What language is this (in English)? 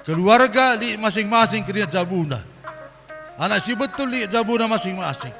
Batak Karo